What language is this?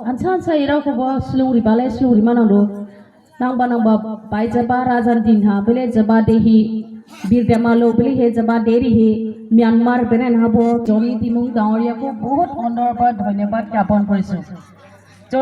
Dimasa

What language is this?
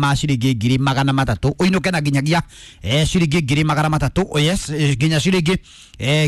Kikuyu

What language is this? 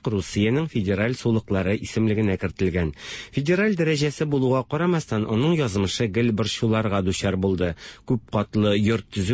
Tatar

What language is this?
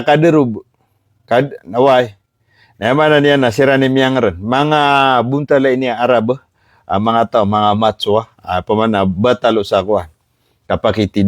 Maranao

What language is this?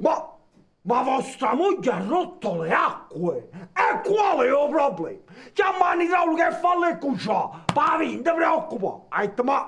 Neapolitan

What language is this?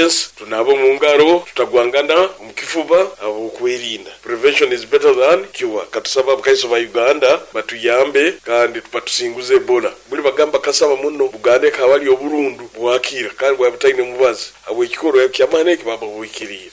Nyoro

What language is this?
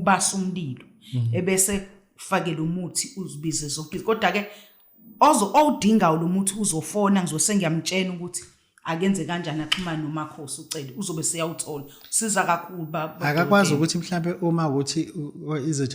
Zulu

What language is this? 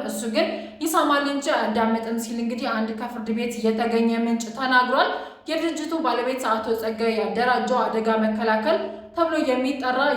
Amharic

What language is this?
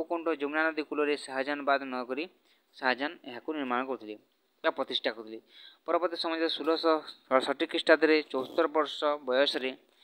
Odia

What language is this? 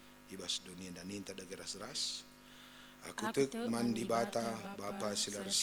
Batak Karo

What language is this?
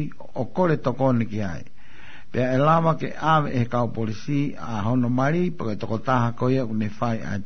Tongan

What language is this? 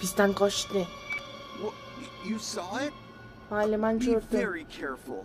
South Azerbaijani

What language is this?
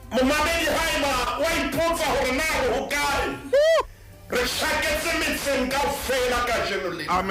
Southern Sotho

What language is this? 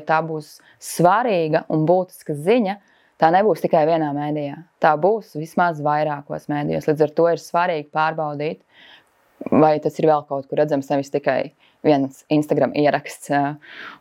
Latvian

